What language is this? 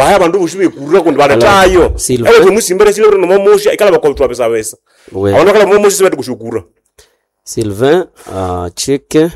Nande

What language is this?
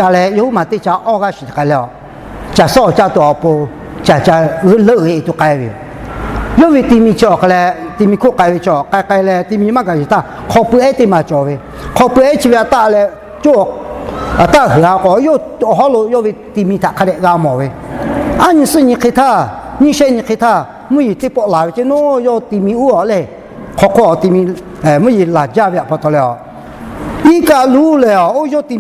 Lahu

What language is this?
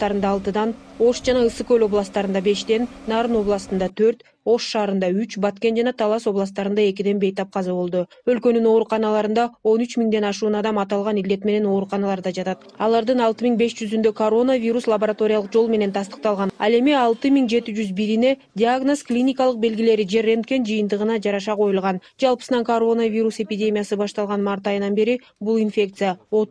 Kyrgyz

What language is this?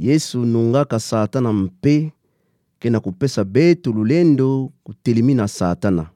Kituba (Democratic Republic of Congo)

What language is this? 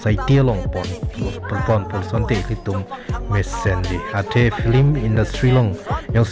Karbi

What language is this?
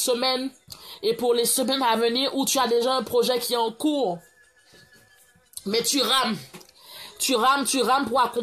French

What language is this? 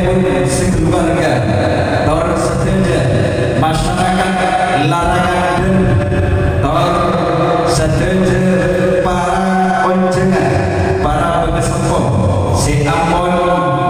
Madurese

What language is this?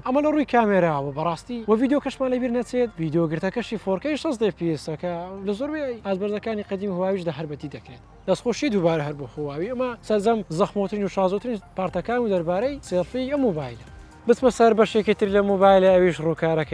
Central Kurdish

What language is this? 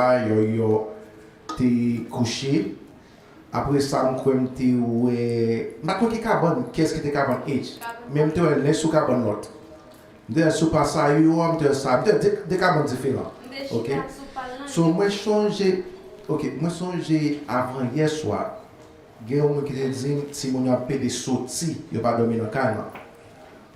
Haitian Creole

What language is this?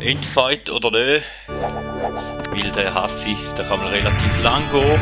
Swiss German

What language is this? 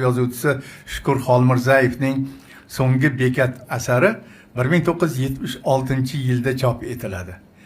Uzbek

